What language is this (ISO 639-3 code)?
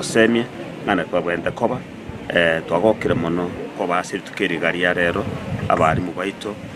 guz